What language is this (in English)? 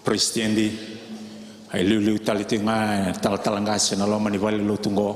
Fijian